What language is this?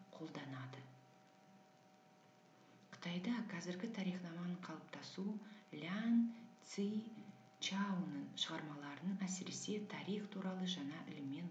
Kazakh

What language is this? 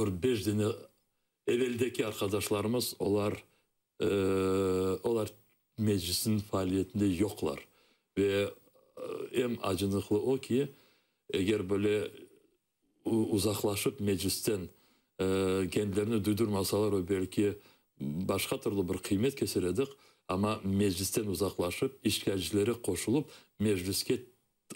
Crimean Tatar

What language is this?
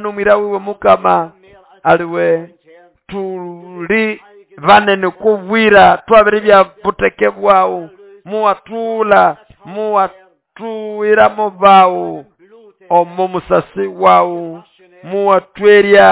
Nande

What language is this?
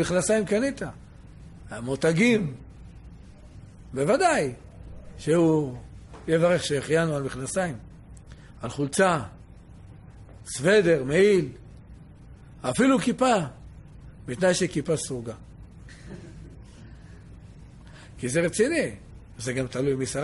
Hebrew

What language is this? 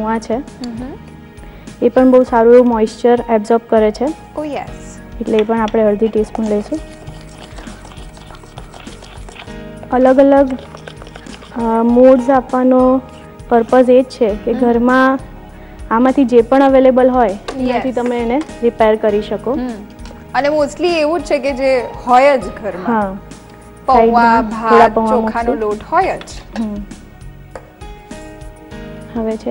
Gujarati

